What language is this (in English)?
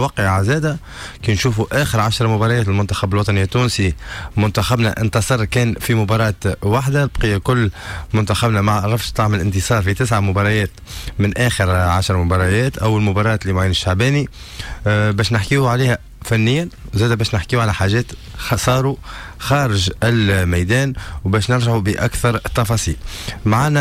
Tunisian Arabic